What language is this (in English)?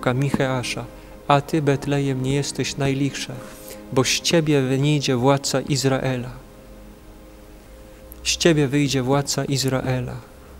Polish